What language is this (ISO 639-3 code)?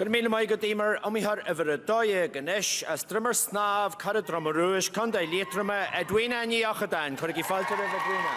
gle